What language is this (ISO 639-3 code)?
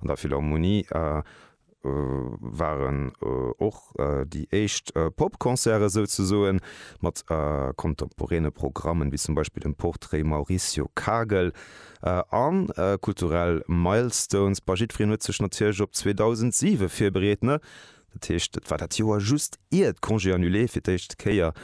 ltz